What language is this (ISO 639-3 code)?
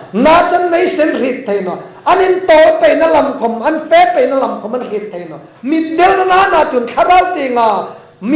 hmr